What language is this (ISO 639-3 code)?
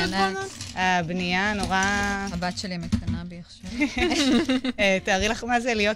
heb